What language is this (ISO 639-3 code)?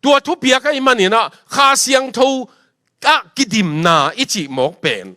ctd